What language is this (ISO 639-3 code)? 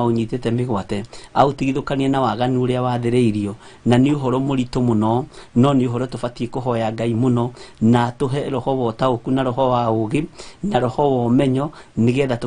kik